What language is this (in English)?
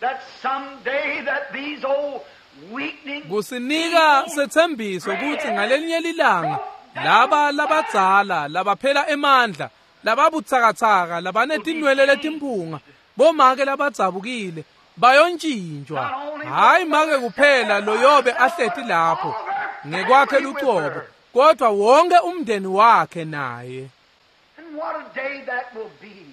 Swati